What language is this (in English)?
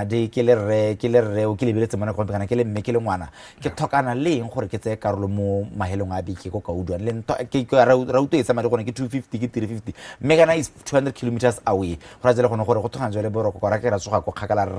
Tswana